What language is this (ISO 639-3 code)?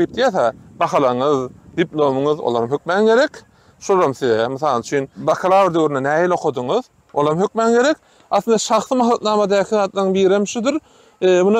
tuk